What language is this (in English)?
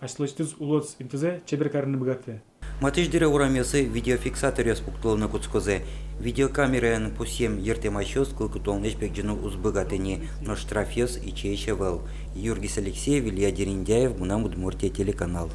Udmurt